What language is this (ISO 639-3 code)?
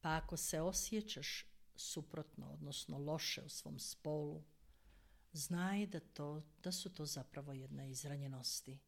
hrv